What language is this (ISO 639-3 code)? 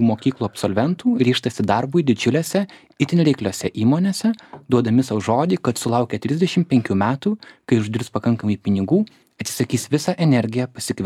lit